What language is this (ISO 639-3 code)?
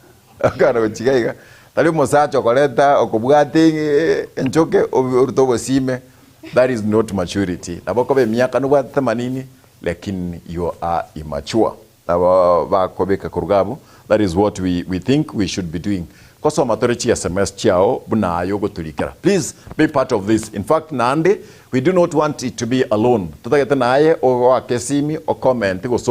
guz